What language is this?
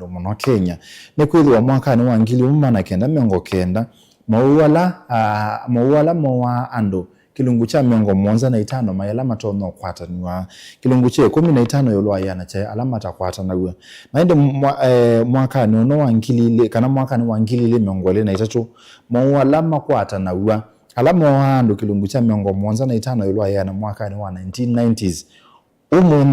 Kamba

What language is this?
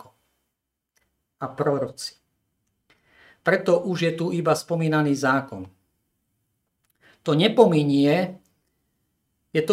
Slovak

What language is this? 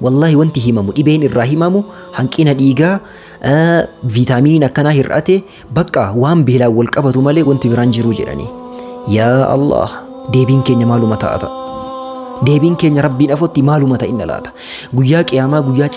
Oromo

